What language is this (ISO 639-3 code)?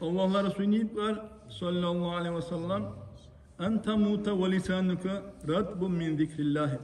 dar